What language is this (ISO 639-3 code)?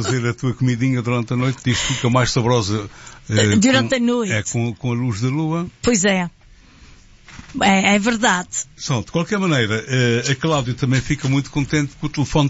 por